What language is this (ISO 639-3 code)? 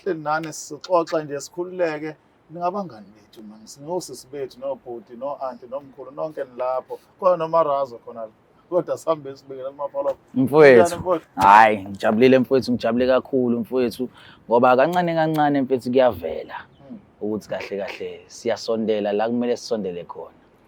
zul